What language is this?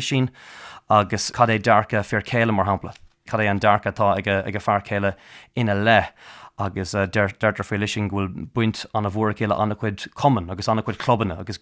Irish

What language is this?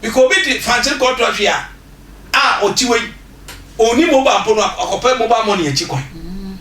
Akan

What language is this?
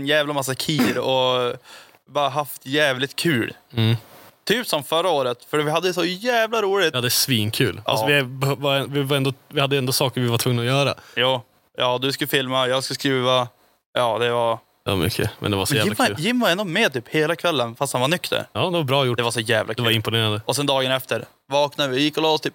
Swedish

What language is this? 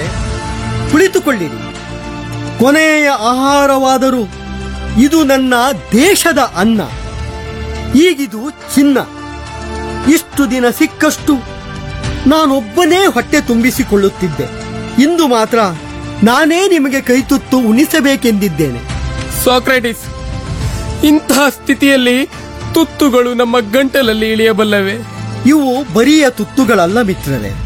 Kannada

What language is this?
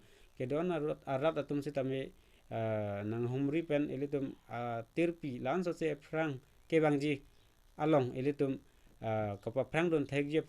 Karbi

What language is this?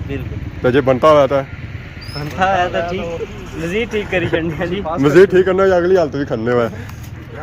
Pahari-Potwari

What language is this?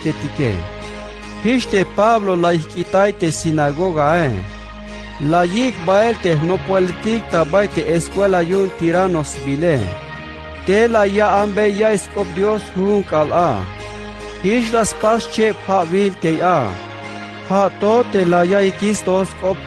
Tzeltal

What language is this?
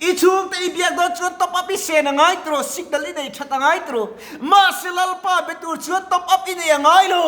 Mizo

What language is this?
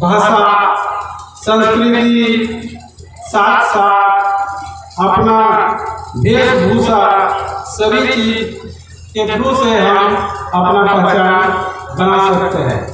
Santali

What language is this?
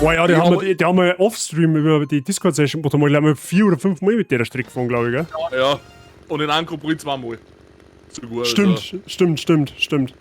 Bavarian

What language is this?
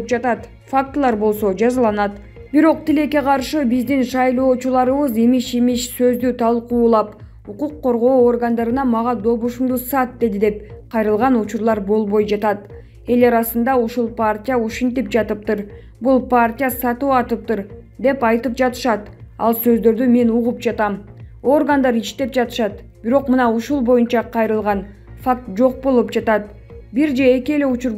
Kyrgyz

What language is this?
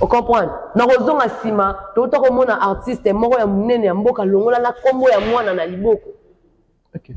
Lingala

